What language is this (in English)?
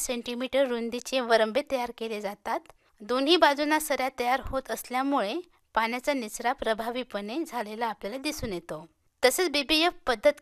Marathi